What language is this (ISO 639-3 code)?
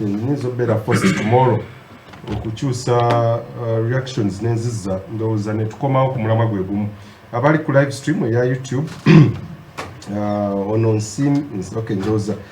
lug